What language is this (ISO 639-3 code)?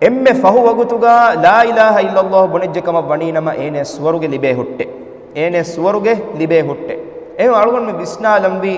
div